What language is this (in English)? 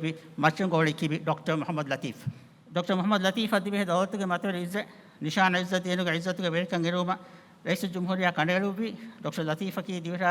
Divehi